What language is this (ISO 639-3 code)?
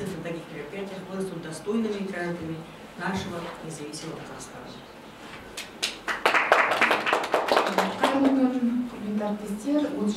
kaz